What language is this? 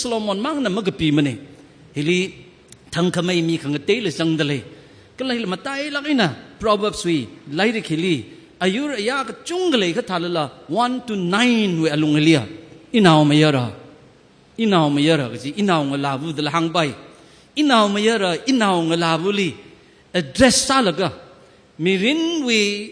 Tangkhul Naga (India)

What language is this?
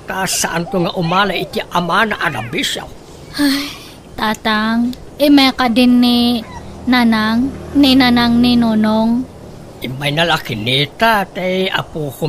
Iloko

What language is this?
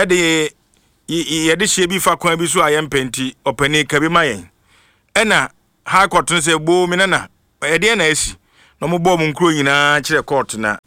Akan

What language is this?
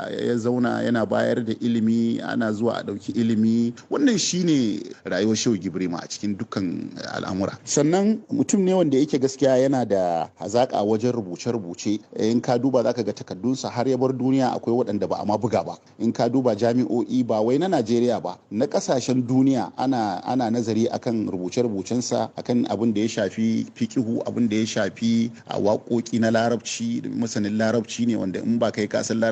Hausa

